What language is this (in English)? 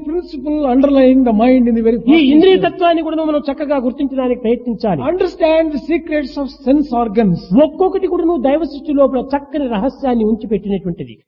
Telugu